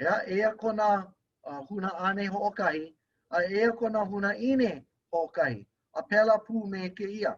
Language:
Hawaiian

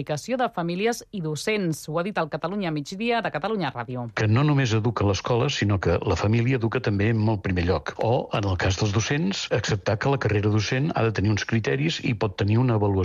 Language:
Catalan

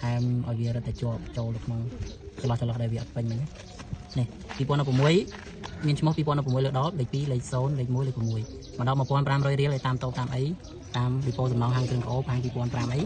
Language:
Khmer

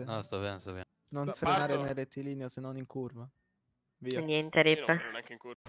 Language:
Italian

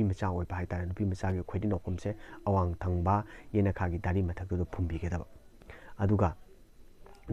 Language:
Manipuri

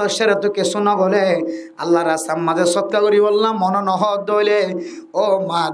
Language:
Rohingya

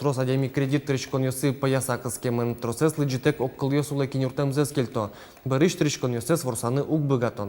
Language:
Udmurt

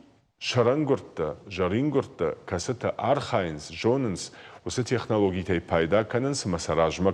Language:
Ossetic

